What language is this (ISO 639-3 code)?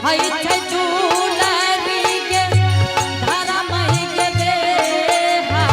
anp